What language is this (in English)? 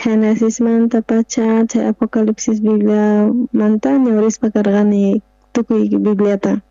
South Bolivian Quechua